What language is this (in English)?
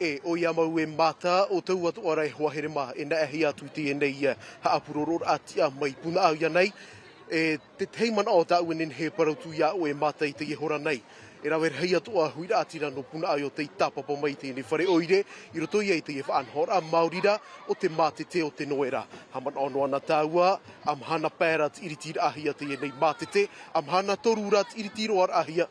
Tahitian